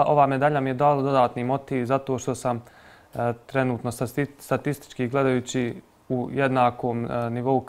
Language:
Bosnian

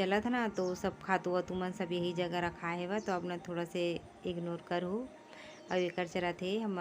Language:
Chhattisgarhi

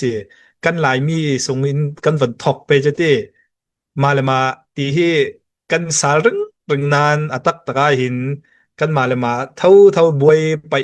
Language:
Hakha Chin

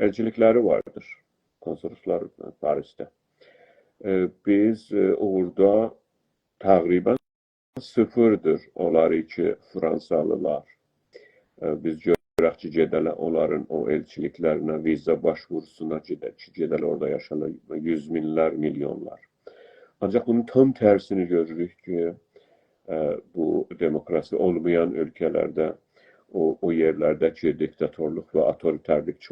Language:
South Azerbaijani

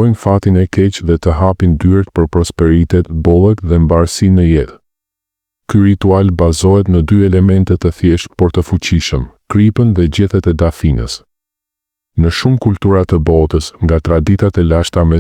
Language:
Albanian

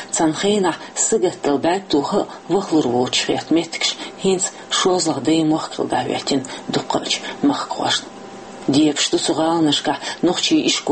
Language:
Chechen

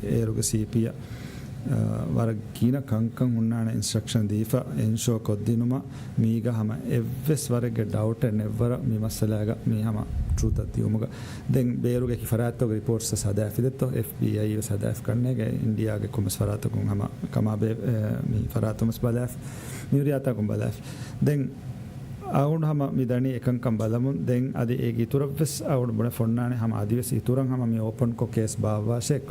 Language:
Divehi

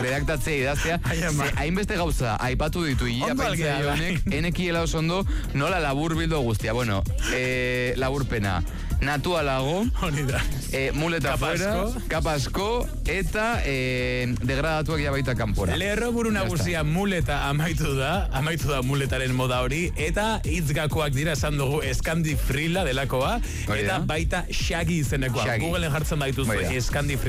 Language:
Basque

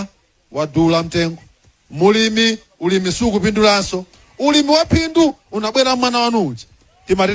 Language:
Nyanja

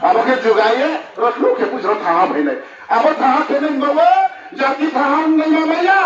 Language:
Riang (India)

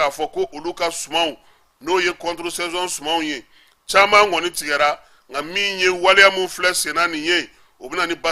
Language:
Bambara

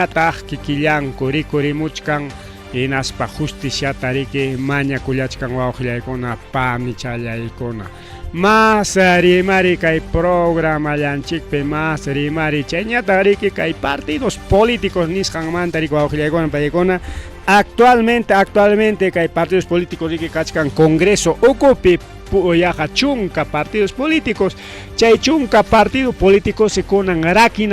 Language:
Ayacucho Quechua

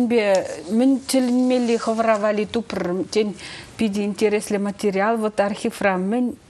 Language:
Chuvash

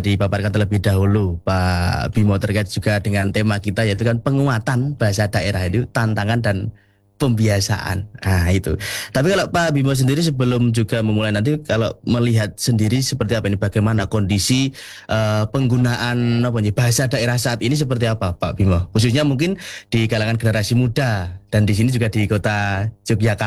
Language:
Indonesian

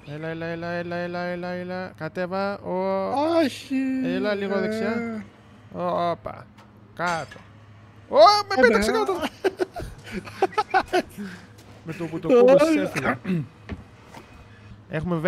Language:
Greek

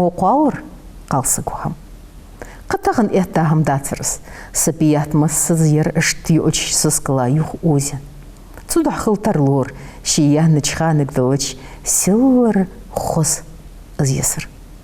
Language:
Ingush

